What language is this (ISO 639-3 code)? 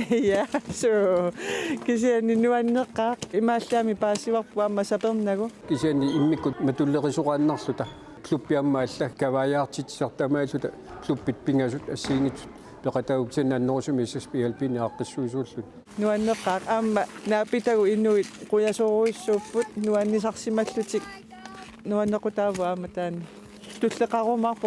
kal